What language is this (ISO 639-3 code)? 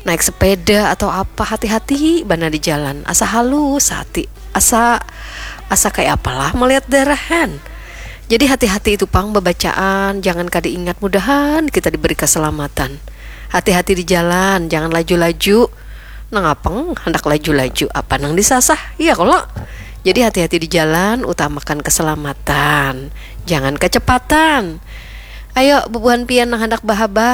bjn